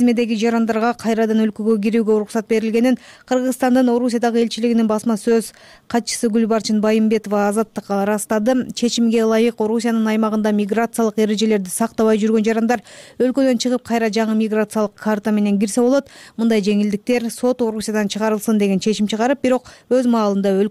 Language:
Kyrgyz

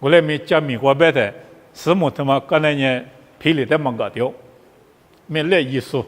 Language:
Lisu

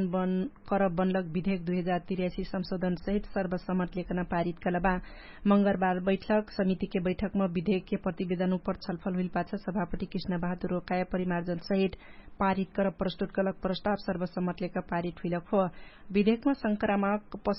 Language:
Dangaura Tharu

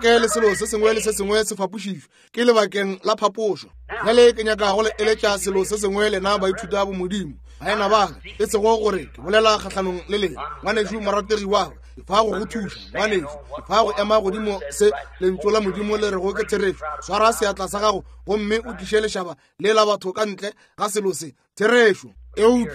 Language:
Northern Sotho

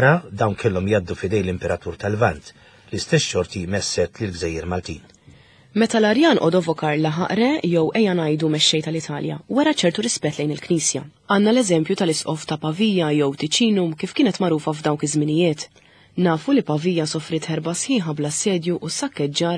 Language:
Maltese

